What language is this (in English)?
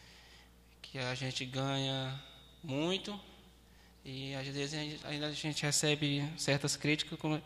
Portuguese